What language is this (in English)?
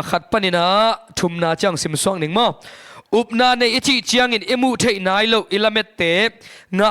Tedim Chin